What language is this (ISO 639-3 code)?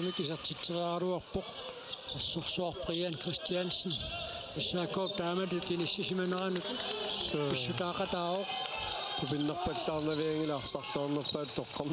kal